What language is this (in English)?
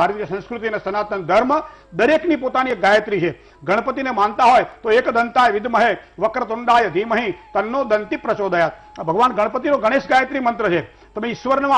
Gujarati